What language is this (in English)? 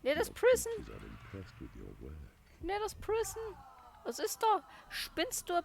Bavarian